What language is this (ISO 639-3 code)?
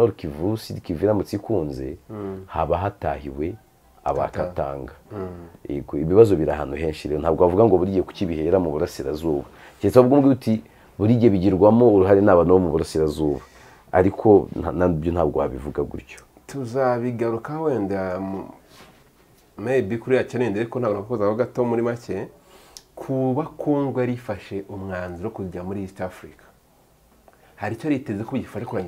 kin